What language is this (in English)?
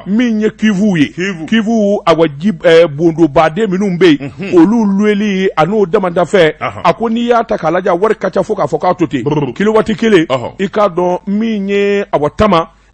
Bambara